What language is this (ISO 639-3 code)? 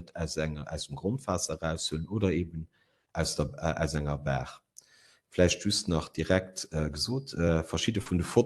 ltz